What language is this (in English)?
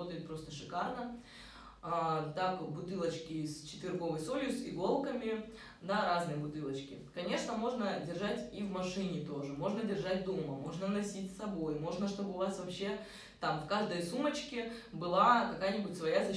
Russian